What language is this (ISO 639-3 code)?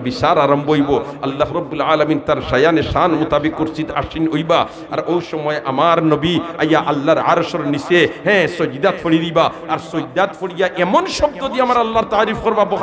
syl